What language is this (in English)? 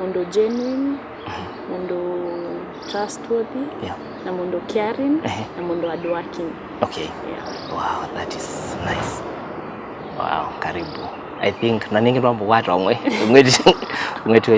Kamba